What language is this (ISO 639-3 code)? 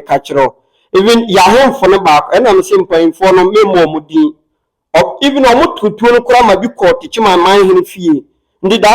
aka